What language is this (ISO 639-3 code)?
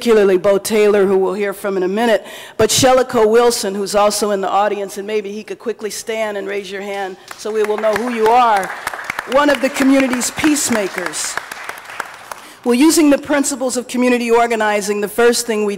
eng